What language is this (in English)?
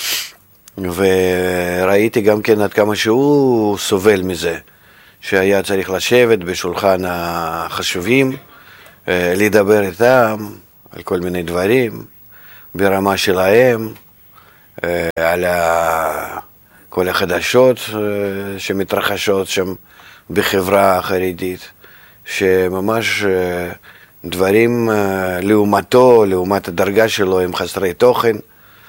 Hebrew